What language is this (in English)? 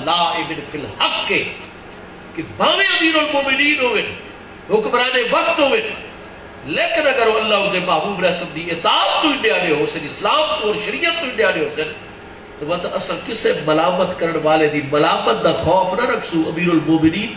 Saraiki